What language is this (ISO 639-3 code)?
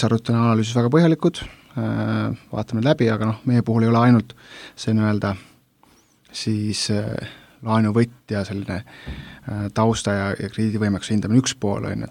est